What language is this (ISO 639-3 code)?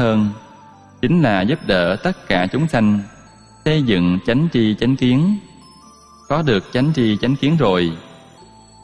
vie